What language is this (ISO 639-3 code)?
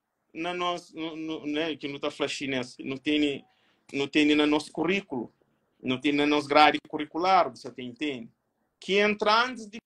kea